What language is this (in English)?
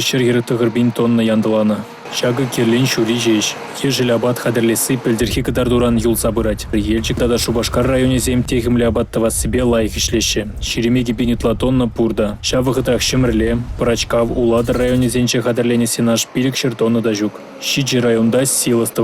Chuvash